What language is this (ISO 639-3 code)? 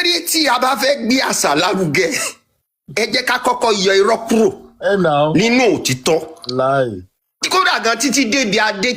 yor